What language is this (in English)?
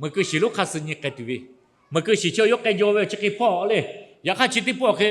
Lahu